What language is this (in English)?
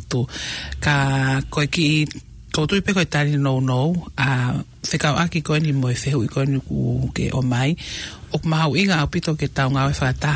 Tongan